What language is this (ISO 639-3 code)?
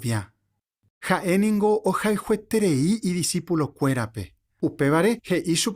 grn